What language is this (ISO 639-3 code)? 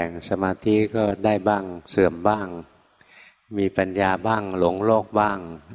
tha